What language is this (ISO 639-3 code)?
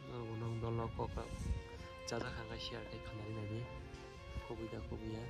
trp